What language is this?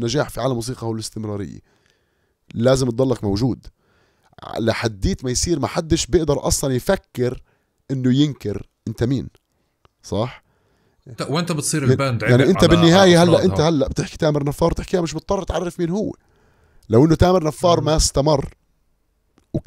North Levantine Arabic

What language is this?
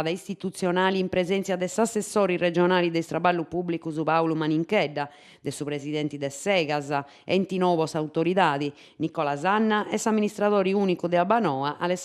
Sardinian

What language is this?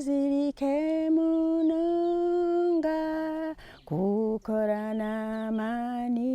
Nyankole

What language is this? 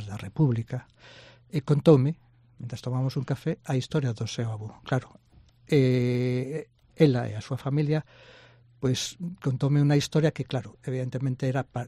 Galician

